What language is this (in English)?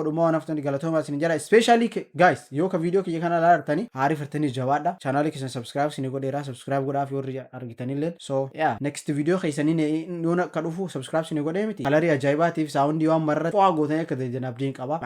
Oromo